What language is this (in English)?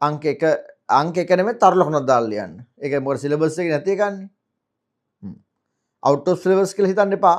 Sinhala